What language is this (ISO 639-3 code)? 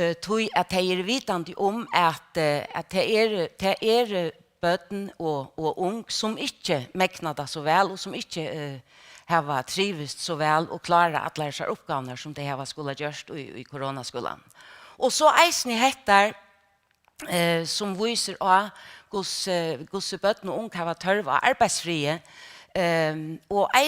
fao